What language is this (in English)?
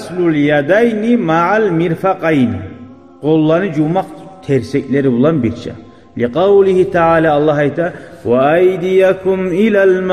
Kumyk